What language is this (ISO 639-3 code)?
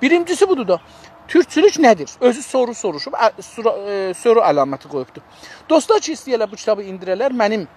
azb